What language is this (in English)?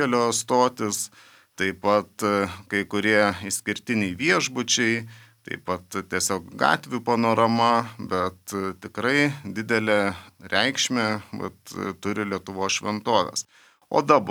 Lithuanian